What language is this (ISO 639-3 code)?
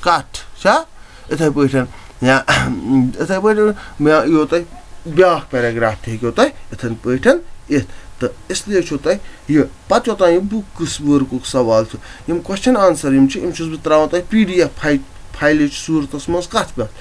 kas